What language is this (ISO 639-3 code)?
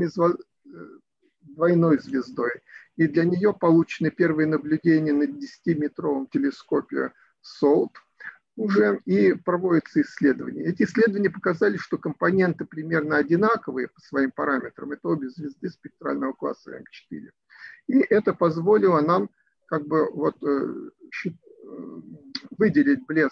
rus